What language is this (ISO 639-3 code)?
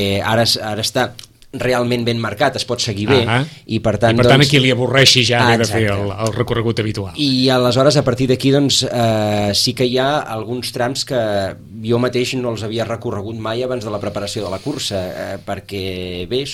cat